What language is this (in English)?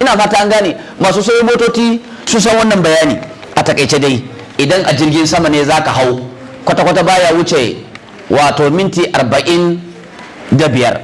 Hausa